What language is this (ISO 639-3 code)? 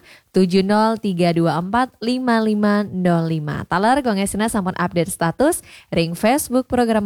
ban